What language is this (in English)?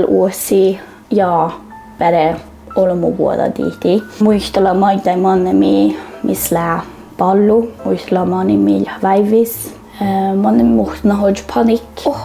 Northern Sami